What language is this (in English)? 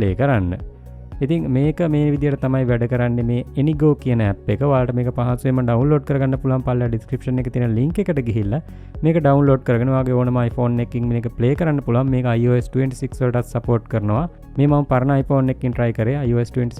Sinhala